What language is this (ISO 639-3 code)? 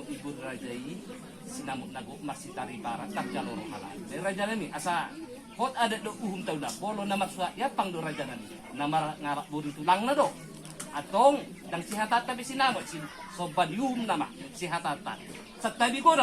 bbc